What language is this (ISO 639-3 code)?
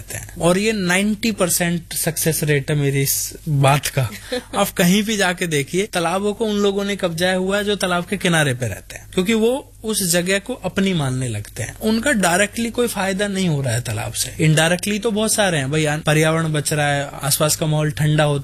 hin